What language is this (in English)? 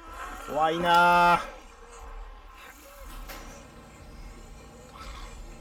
Japanese